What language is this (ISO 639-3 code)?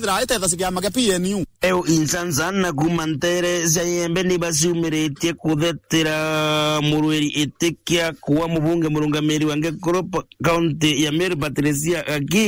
mer